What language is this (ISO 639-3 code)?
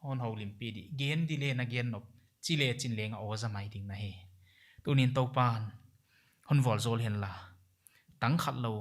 pck